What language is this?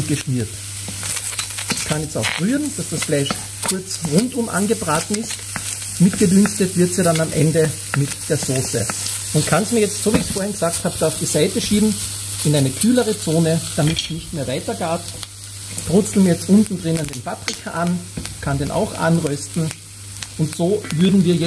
German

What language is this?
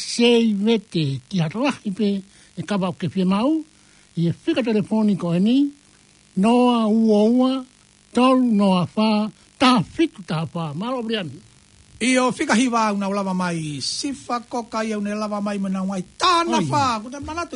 Tongan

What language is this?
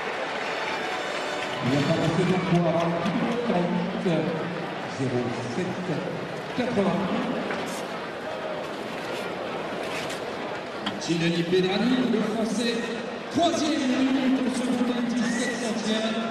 French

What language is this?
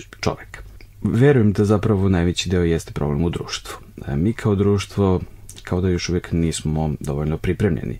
Serbian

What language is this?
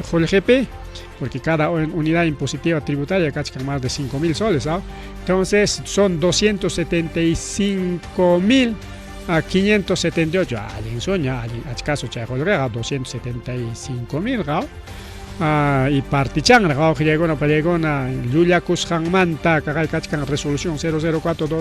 Ayacucho Quechua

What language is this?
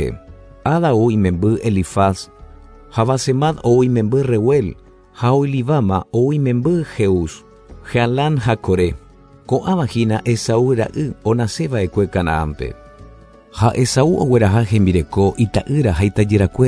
Guarani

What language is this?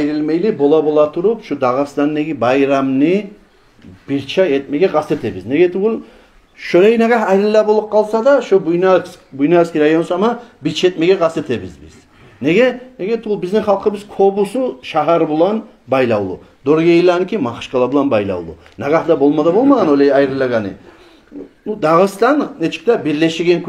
Kumyk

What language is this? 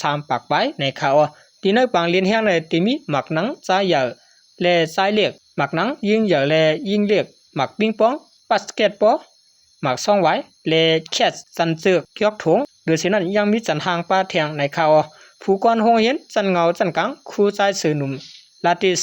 Shan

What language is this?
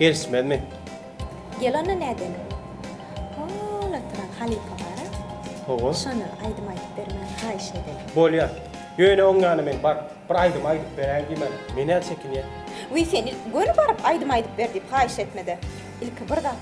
Turkmen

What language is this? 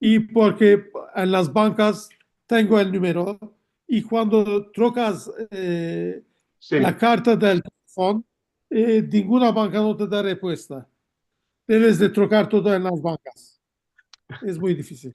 Ladino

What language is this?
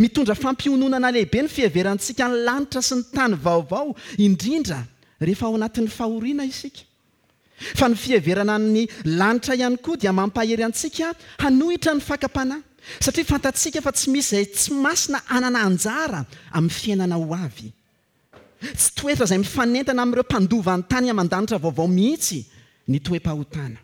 Malagasy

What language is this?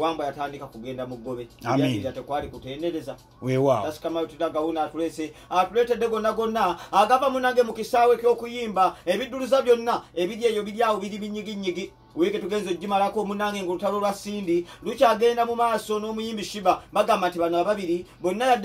Ganda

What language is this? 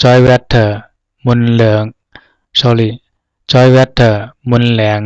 Zhuang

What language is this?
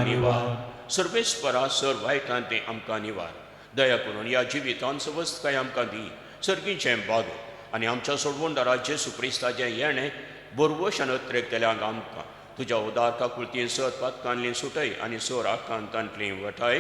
Konkani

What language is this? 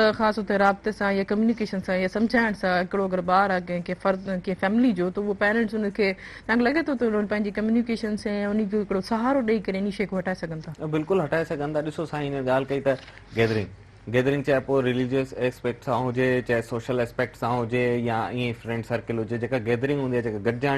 Sindhi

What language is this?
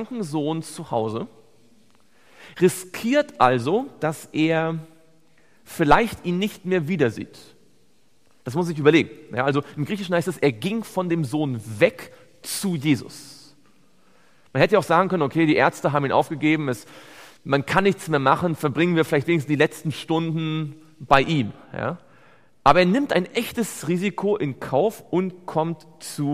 German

